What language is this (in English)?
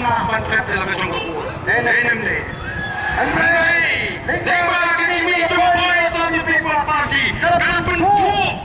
Khasi